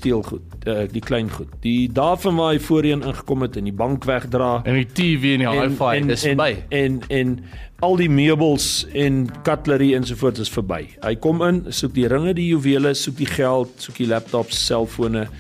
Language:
Afrikaans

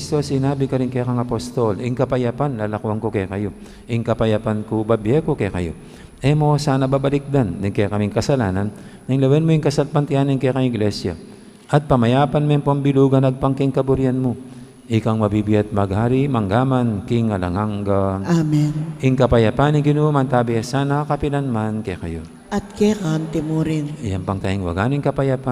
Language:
Pampanga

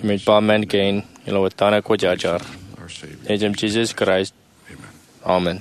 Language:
Marshallese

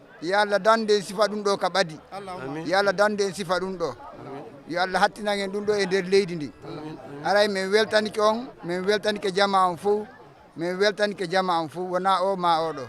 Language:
Fula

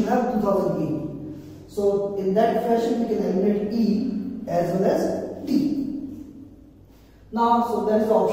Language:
English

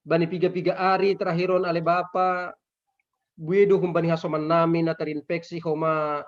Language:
Batak Simalungun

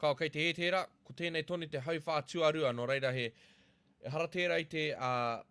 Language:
Māori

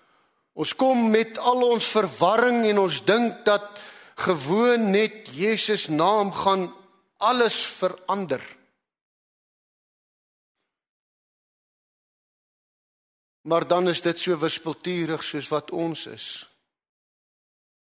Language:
Afrikaans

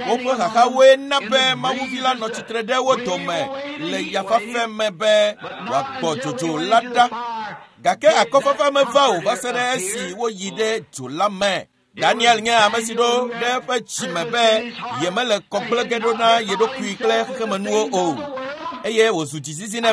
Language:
Ewe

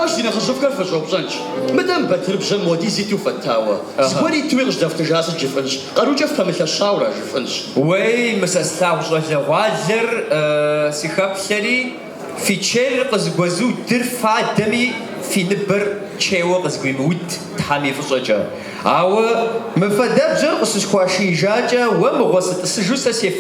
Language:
Kabardian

